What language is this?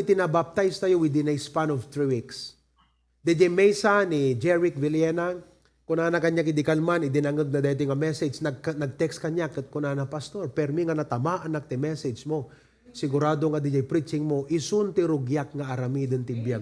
Iloko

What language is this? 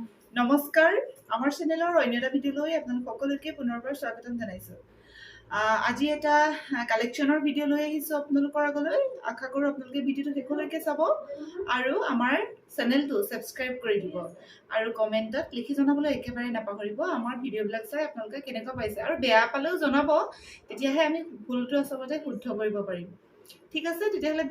Assamese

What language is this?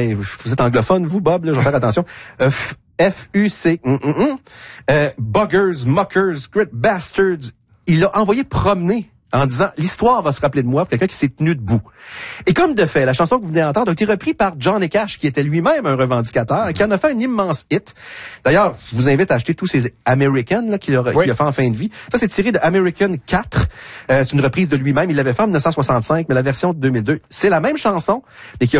French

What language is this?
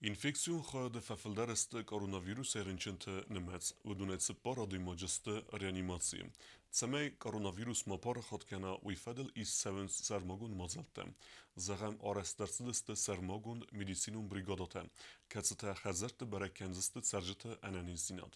Ossetic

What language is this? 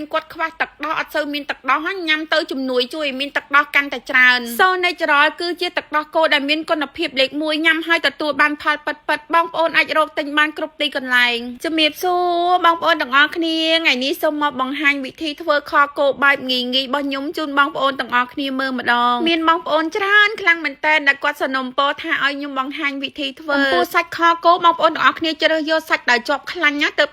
Khmer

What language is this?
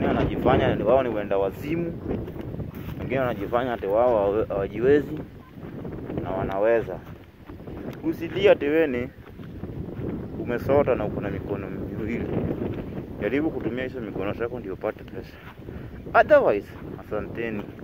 Swahili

